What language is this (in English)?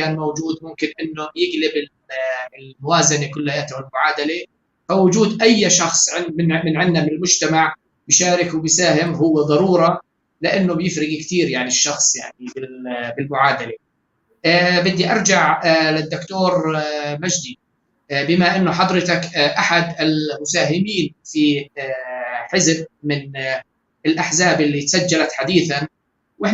North Levantine Arabic